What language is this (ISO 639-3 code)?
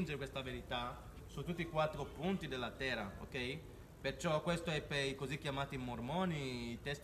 ita